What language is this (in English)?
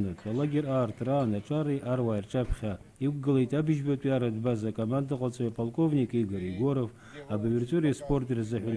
Abkhazian